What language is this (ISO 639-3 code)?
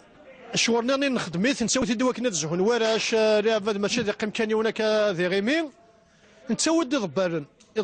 kab